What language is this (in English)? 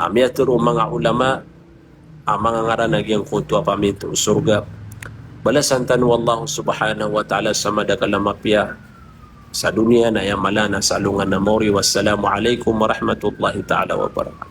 Maranao